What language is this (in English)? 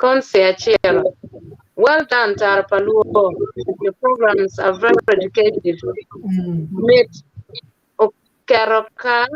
Acoli